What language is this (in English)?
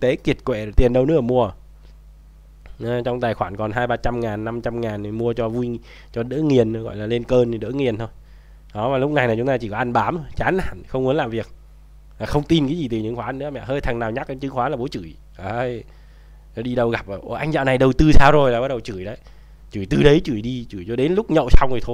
Vietnamese